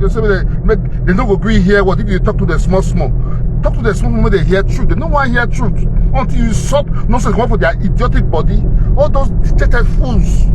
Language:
Nigerian Pidgin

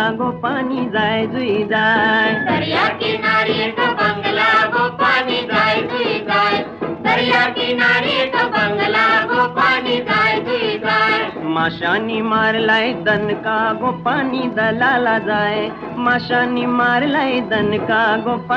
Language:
Marathi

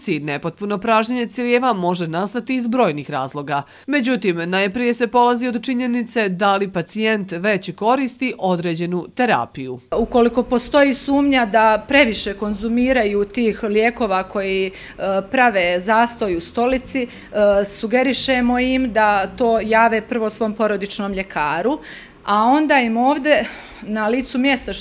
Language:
Bosnian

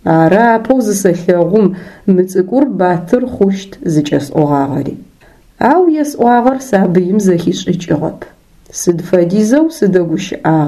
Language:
Adyghe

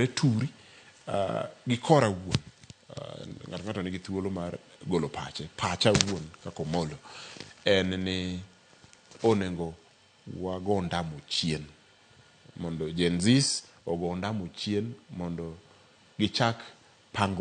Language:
Luo (Kenya and Tanzania)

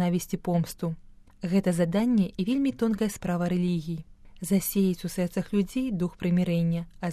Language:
Belarusian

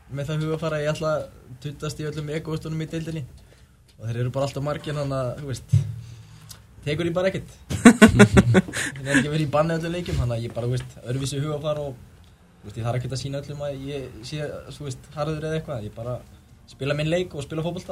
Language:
Icelandic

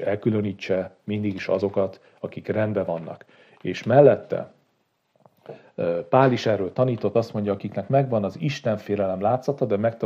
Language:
Hungarian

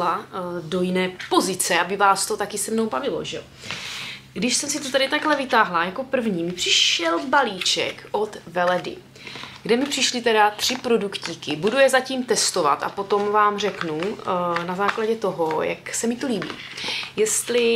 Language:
Czech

